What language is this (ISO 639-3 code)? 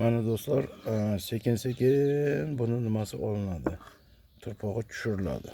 uzb